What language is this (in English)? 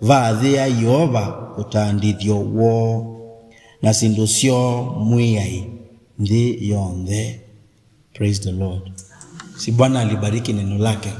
Kamba